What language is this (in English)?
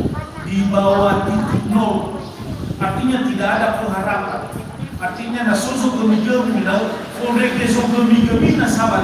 Nias